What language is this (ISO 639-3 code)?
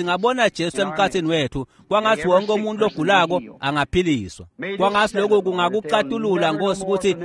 ssw